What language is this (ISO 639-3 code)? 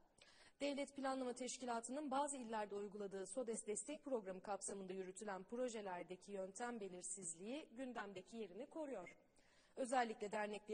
tur